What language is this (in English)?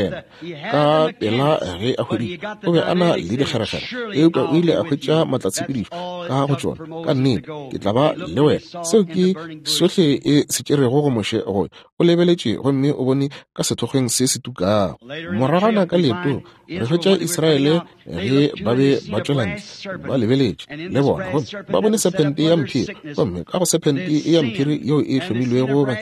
Northern Sotho